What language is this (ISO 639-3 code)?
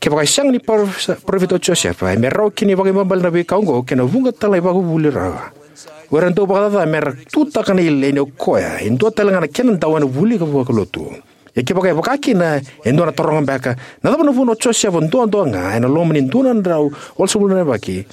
fij